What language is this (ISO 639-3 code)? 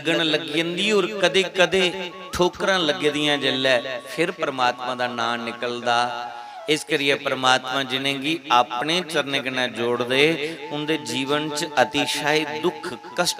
doi